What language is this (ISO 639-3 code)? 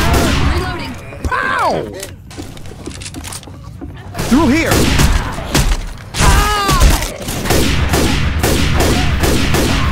eng